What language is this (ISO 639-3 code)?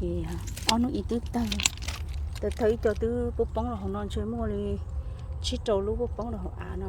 hmn